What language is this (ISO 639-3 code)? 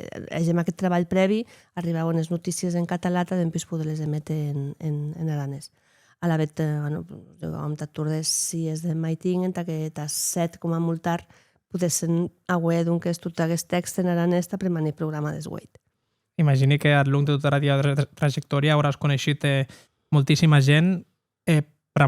oci